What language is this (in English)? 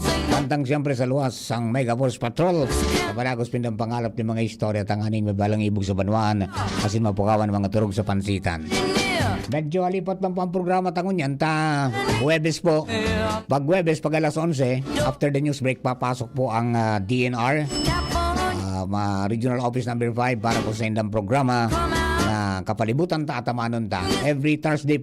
Bikol